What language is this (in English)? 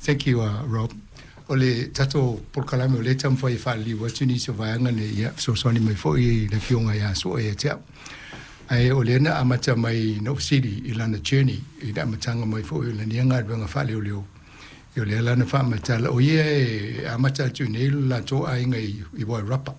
Samoan